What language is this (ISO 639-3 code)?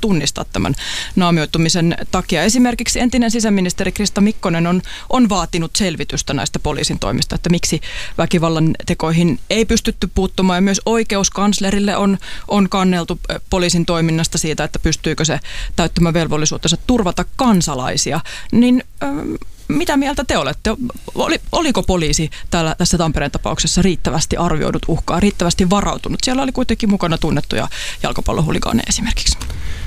fin